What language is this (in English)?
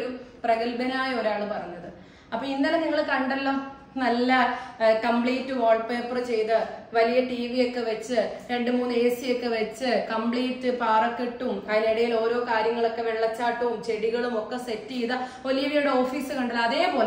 Malayalam